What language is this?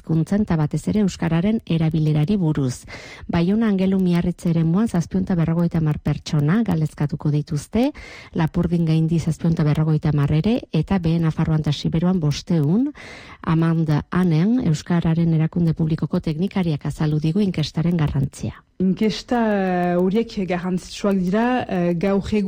Basque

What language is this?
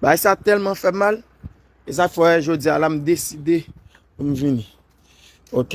Haitian Creole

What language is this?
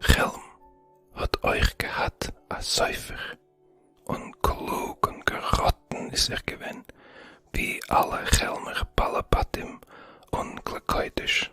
Yiddish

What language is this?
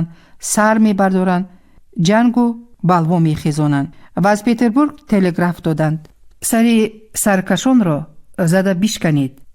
Tajik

